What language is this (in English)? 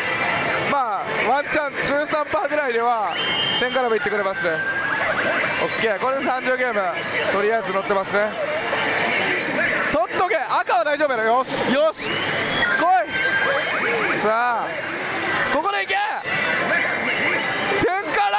Japanese